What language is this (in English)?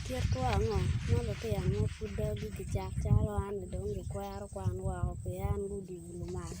Acoli